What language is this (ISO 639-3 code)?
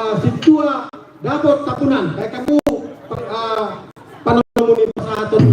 bbc